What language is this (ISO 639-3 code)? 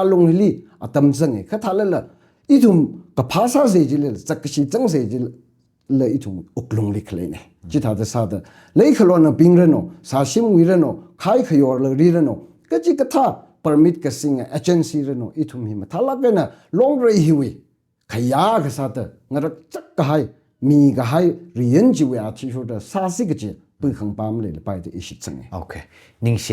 nmf